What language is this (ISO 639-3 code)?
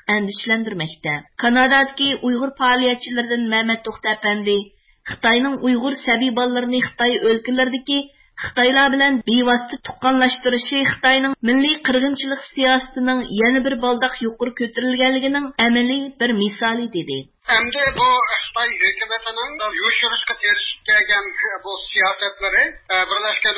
uig